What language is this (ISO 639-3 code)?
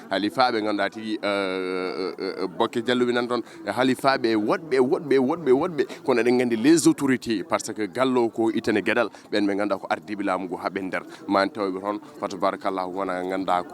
ful